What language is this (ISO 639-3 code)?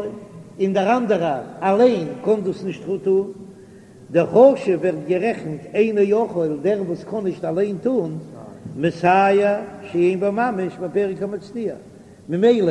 yid